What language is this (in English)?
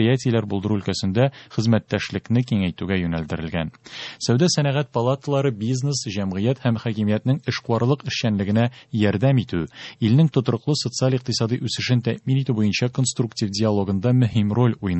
Tatar